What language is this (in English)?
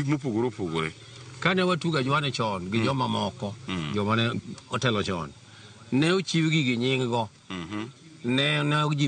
Luo (Kenya and Tanzania)